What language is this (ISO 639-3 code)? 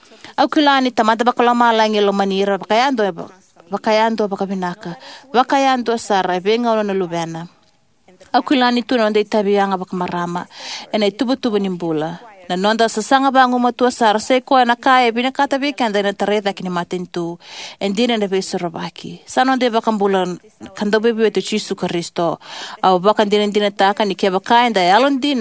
fij